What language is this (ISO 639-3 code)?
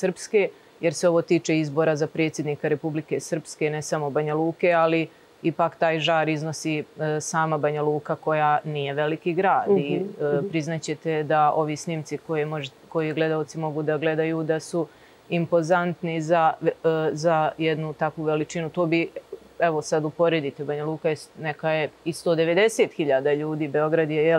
srp